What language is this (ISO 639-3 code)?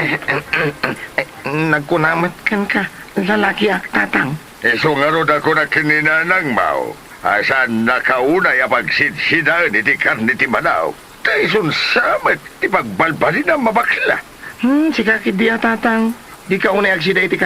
ilo